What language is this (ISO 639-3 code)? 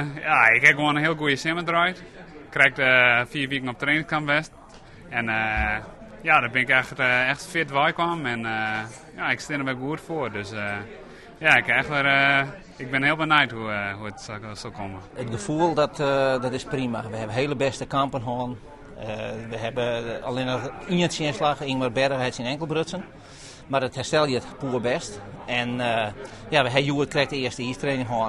fry